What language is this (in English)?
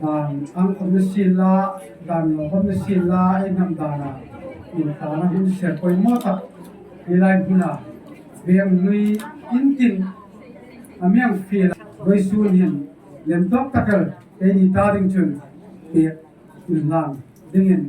Hmar